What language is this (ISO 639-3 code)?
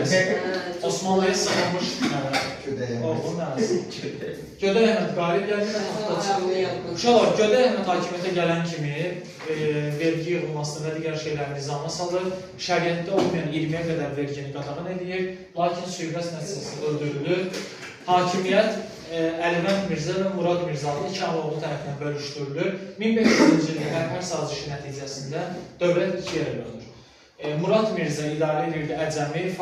aze